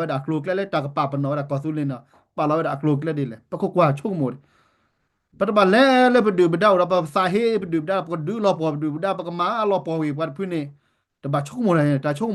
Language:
S'gaw Karen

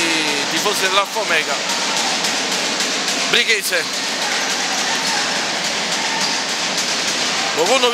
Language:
Italian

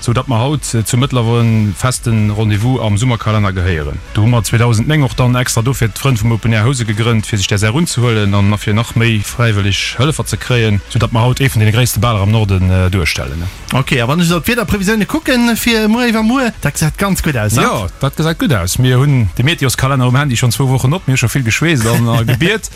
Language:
Luxembourgish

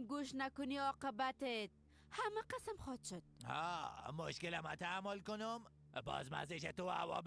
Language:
Persian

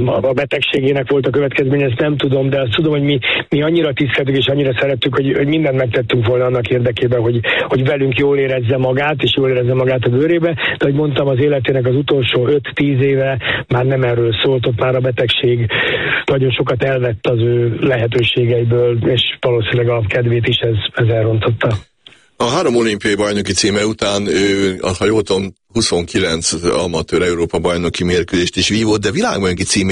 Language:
Hungarian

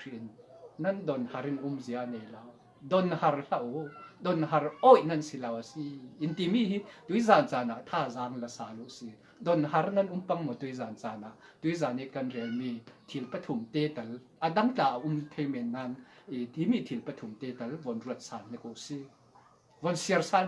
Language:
Falam Chin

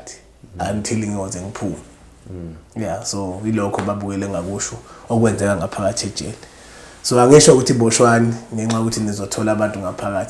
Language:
Zulu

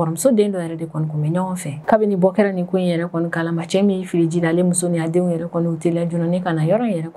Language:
Bambara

